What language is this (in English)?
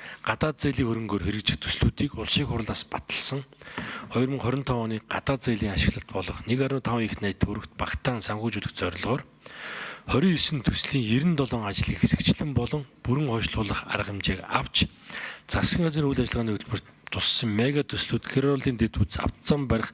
Mongolian